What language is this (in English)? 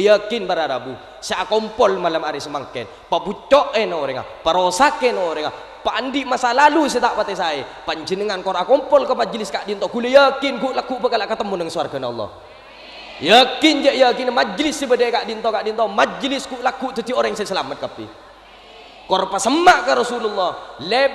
Madurese